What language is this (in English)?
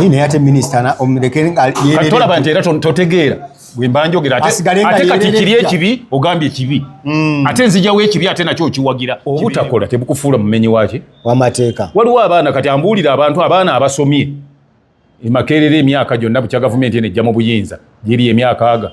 Ganda